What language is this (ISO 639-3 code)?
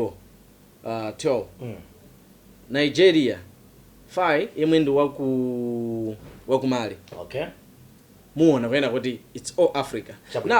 nya